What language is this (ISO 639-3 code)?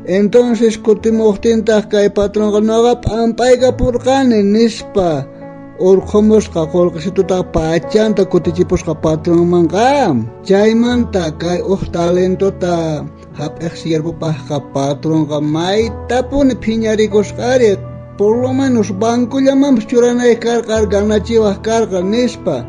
quh